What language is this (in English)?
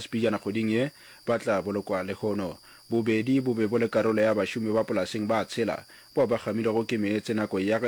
Northern Sotho